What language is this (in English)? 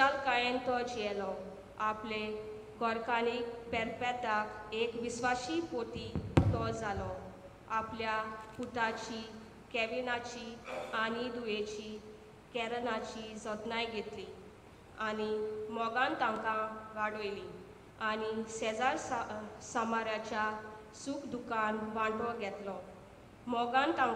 Konkani